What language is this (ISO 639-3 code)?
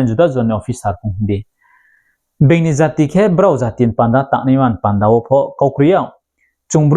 ria